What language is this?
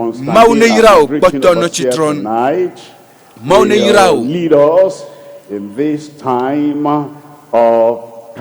Ewe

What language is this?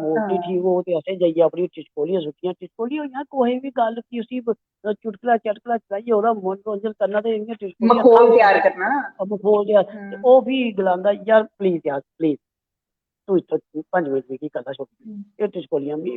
Dogri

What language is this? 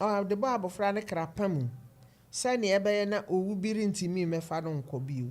Akan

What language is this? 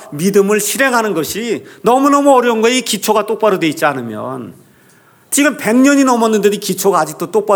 Korean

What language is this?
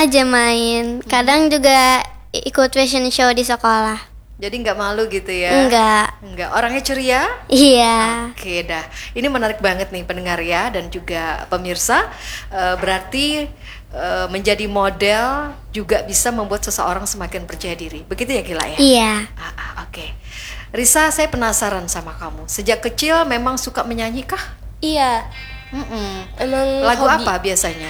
Indonesian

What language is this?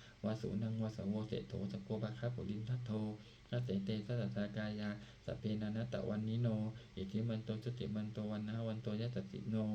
Pali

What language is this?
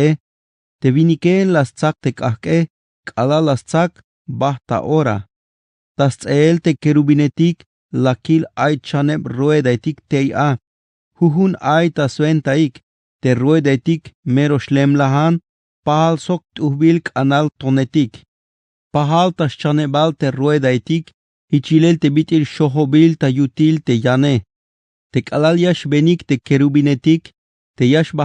Tzeltal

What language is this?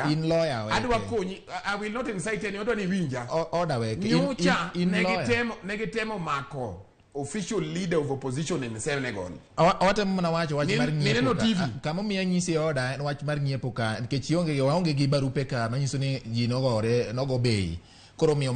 Luo (Kenya and Tanzania)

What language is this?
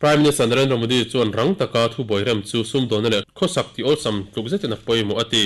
Mizo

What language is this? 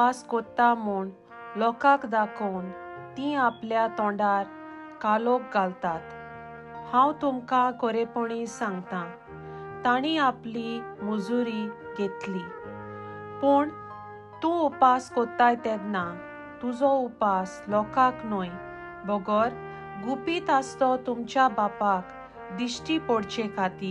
Konkani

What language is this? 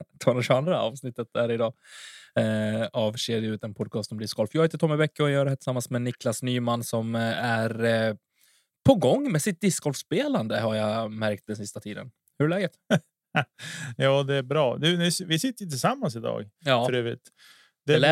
Swedish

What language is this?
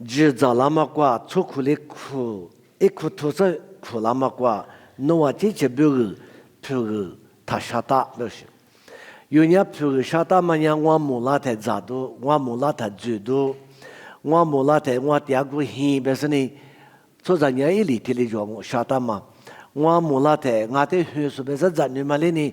Lisu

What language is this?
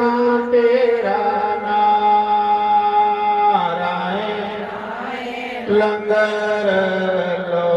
Dogri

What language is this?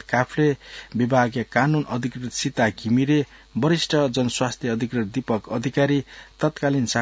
Newari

